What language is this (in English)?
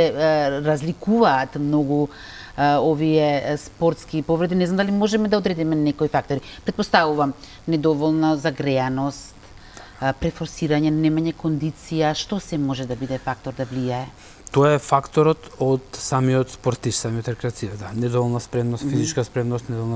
Macedonian